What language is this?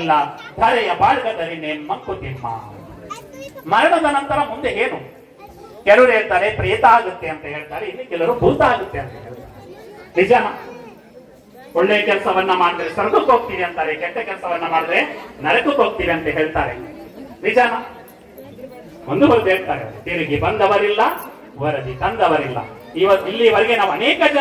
Kannada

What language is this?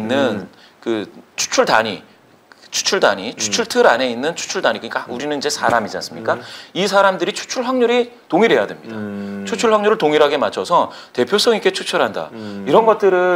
Korean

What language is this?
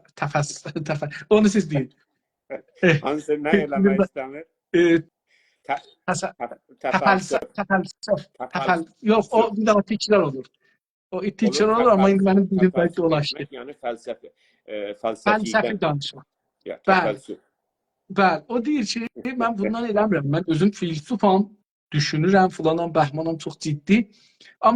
South Azerbaijani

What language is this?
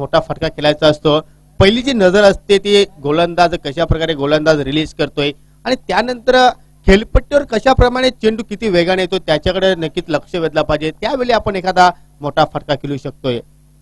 Marathi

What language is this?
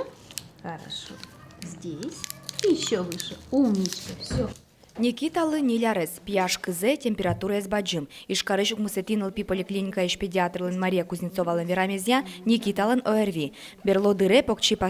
Udmurt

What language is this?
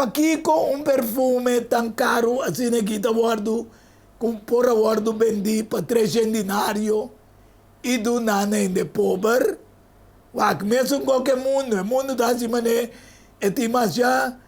Papiamento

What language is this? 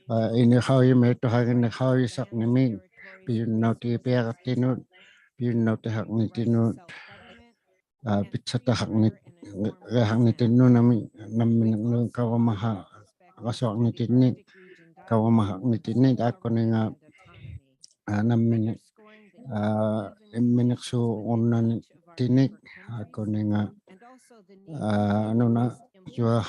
Inuktitut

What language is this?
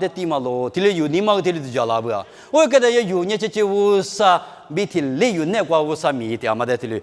Lisu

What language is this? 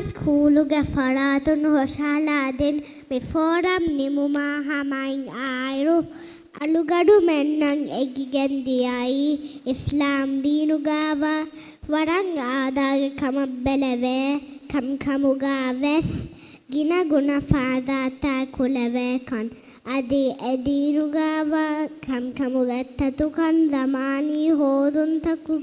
Divehi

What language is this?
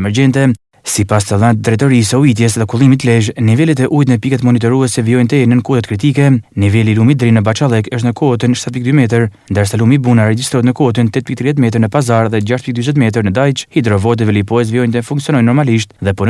Albanian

